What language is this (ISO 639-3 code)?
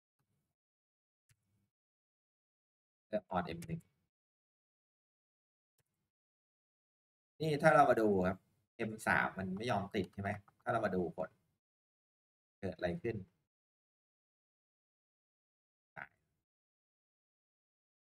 tha